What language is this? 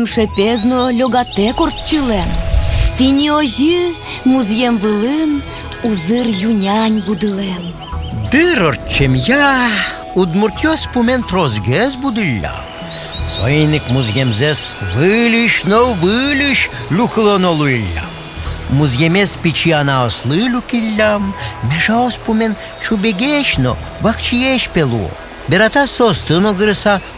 Udmurt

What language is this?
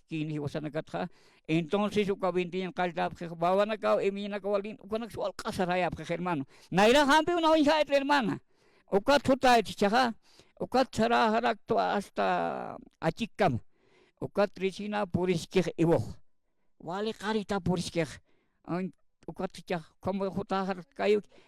Aymara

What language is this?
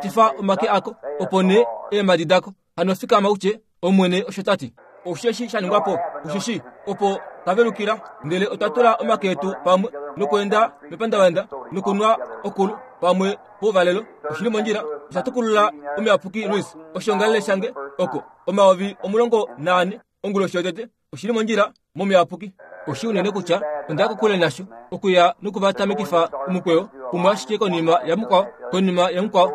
Kuanyama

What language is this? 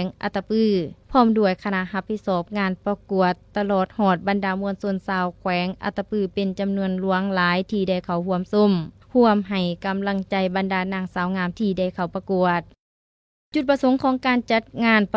Lao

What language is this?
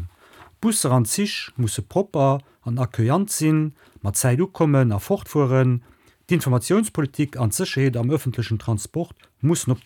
Luxembourgish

